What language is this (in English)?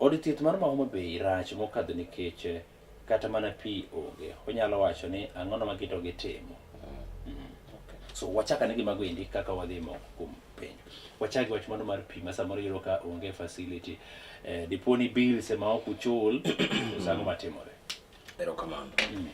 Luo (Kenya and Tanzania)